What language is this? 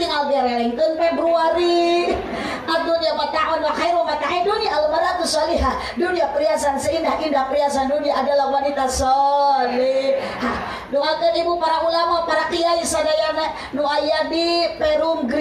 Sundanese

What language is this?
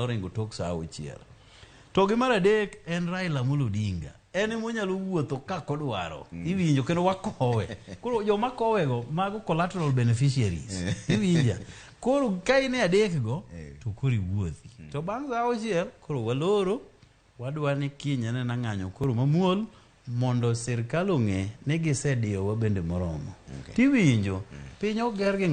Luo (Kenya and Tanzania)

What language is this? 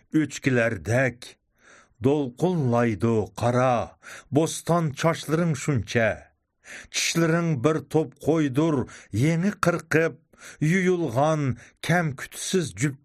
Uyghur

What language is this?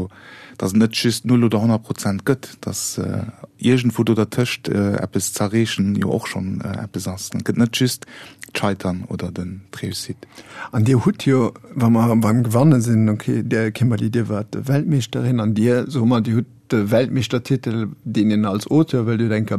Luxembourgish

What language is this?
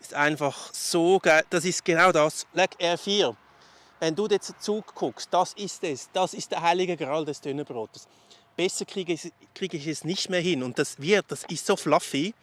Swiss German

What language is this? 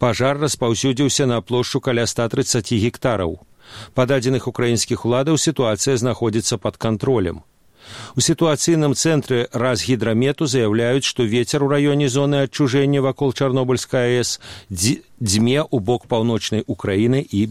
Belarusian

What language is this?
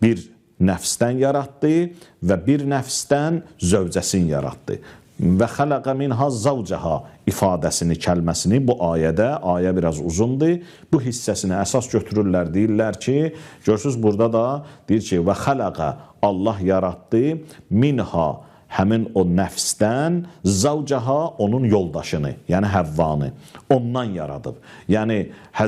Azerbaijani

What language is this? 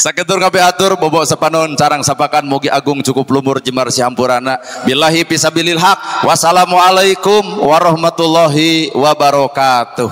Sundanese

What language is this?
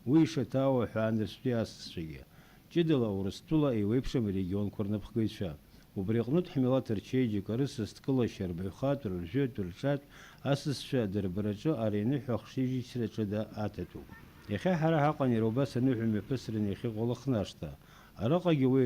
Abkhazian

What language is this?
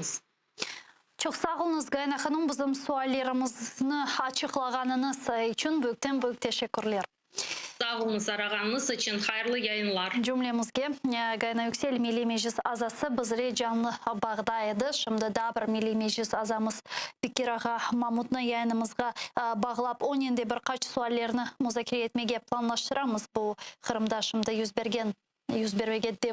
Crimean Tatar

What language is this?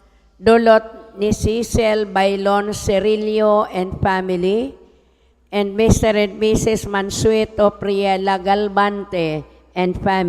Bikol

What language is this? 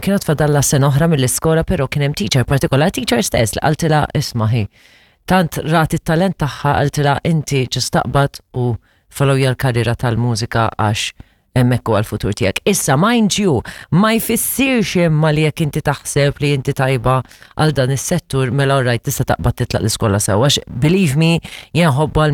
Maltese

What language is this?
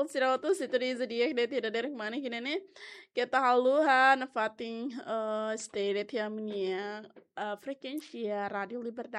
Tetum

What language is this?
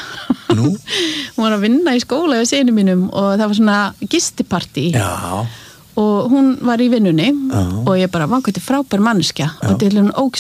Icelandic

